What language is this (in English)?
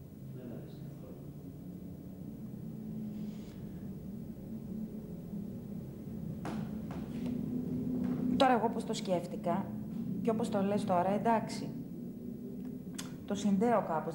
Greek